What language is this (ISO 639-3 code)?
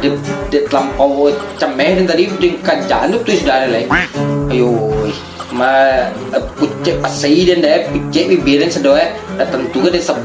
min